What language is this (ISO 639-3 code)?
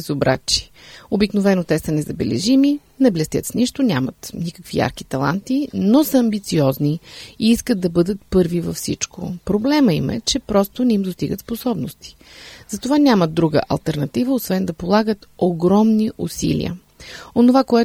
bul